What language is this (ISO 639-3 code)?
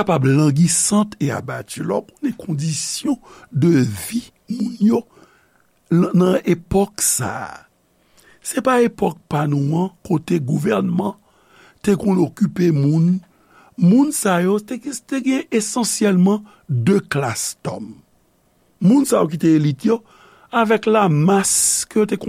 hat